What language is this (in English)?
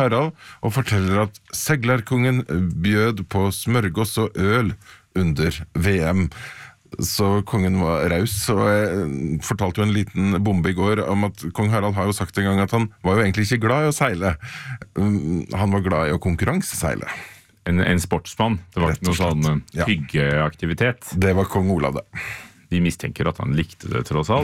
Norwegian